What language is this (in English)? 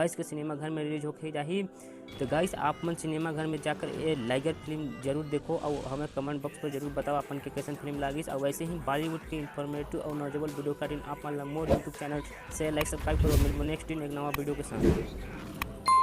Chhattisgarhi